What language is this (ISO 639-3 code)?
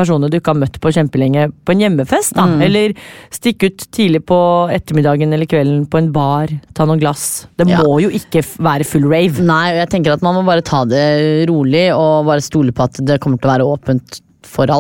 nor